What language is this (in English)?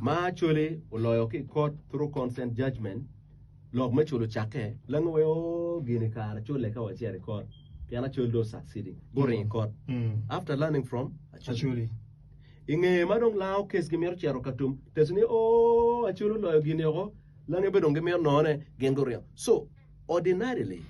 Acoli